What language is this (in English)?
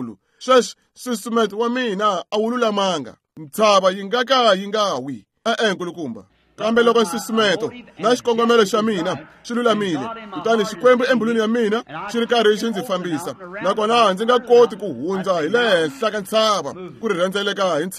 Tsonga